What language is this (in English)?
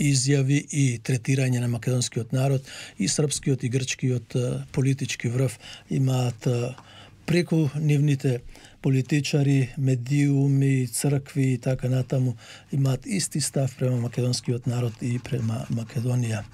Macedonian